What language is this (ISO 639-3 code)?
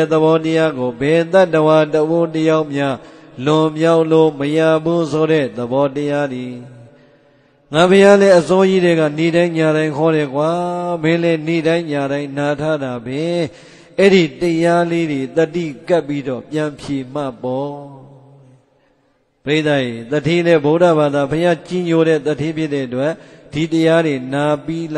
mya